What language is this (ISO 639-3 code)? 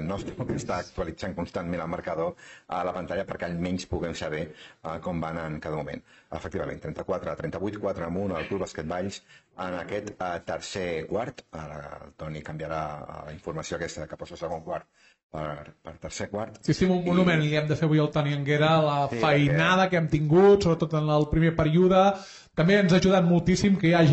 cat